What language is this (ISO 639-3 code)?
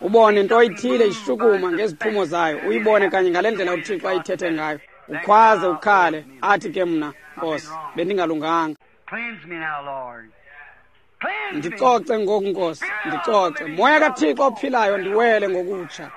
xho